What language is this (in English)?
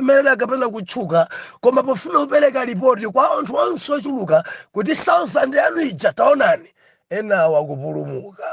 Nyanja